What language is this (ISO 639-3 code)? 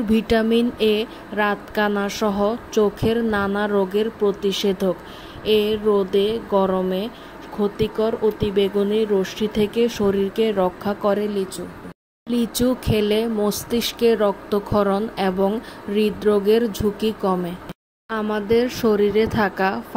ben